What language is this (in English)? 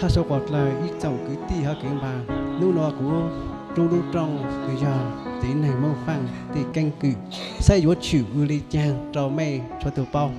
Hmong